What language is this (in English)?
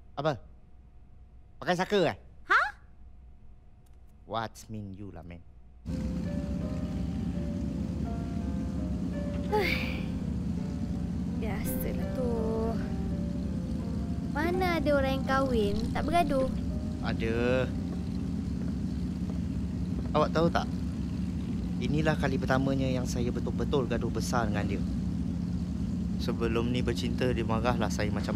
Malay